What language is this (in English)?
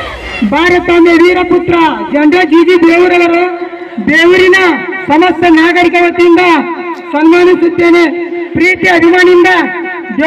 Kannada